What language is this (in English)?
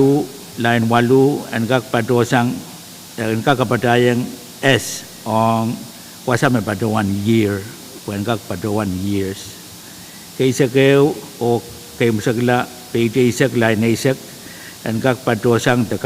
Pohnpeian